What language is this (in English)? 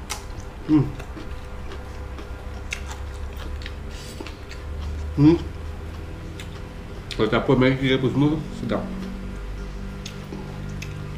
Malay